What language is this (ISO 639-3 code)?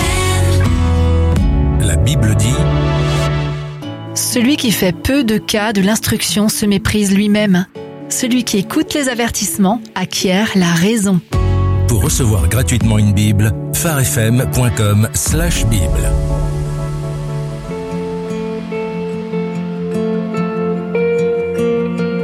fra